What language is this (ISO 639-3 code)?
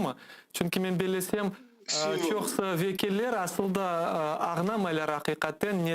crh